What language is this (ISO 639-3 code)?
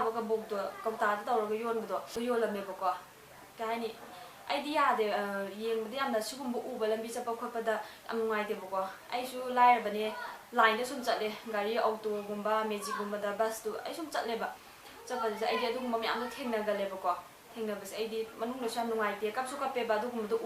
mni